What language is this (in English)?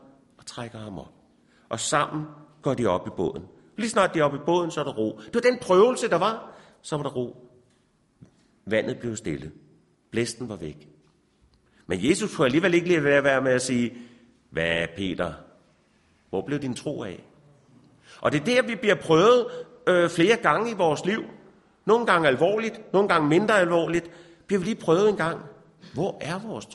Danish